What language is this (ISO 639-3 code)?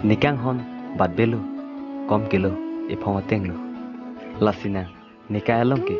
mjw